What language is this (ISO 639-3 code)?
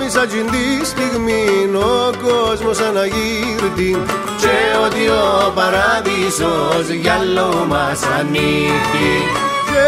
ell